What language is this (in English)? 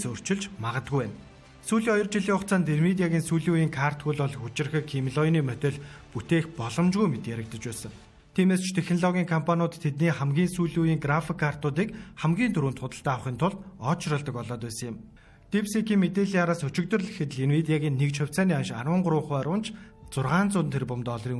Mongolian